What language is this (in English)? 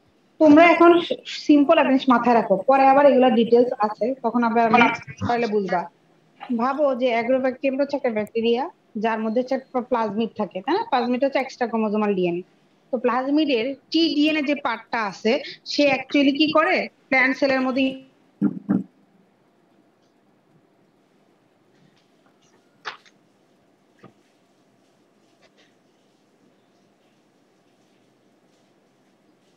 Bangla